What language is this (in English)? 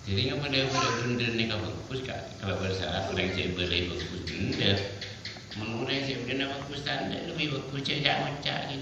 Madurese